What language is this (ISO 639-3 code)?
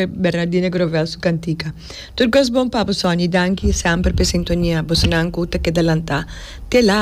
pap